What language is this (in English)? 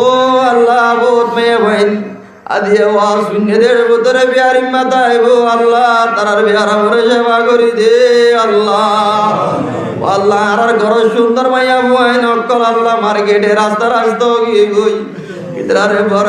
Rohingya